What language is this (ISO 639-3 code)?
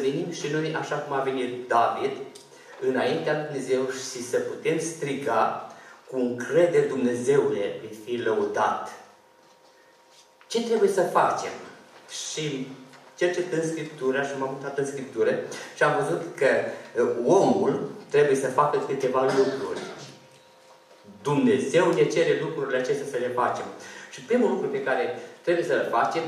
ron